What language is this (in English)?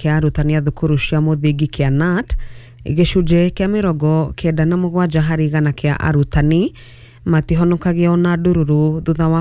Kikuyu